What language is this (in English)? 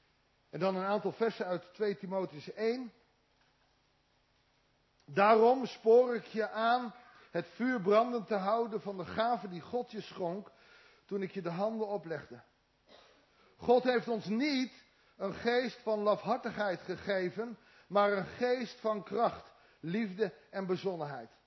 Dutch